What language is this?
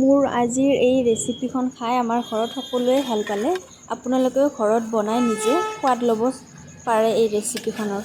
Assamese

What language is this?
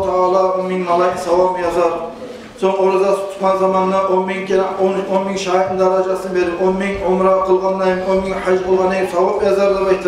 Kumyk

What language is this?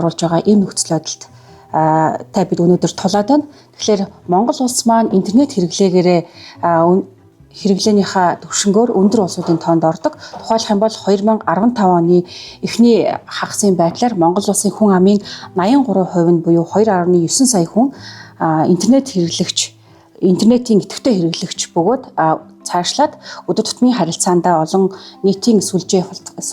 Mongolian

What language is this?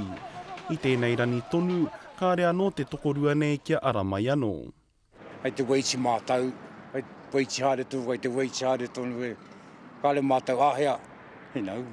Māori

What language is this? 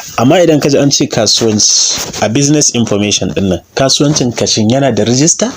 Hausa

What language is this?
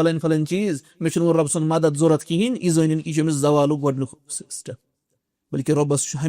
Kashmiri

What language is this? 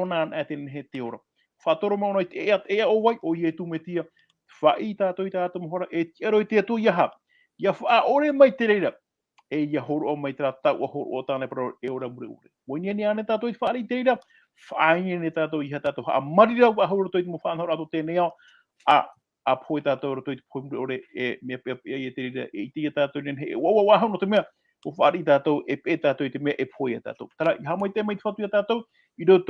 Tahitian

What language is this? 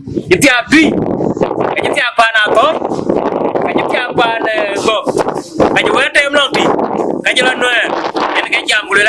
Dinka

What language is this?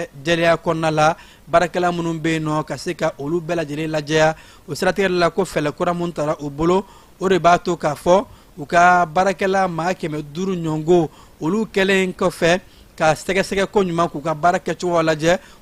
Bambara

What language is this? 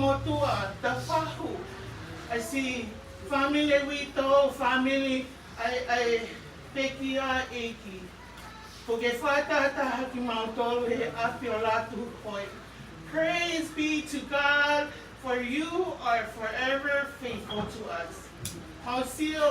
Tongan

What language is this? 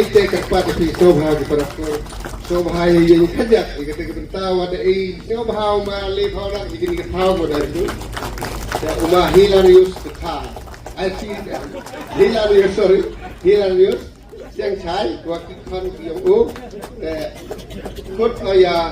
Khasi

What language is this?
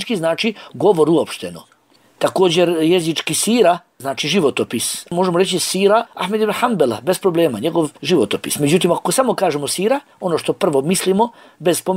Bosnian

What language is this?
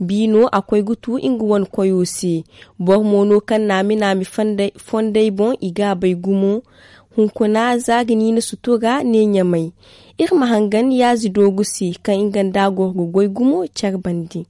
Zarma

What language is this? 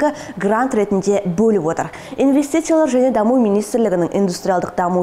Kazakh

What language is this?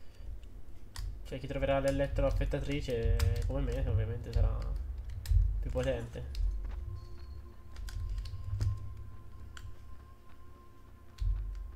Italian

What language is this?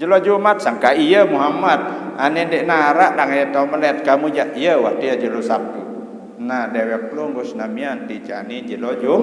Sasak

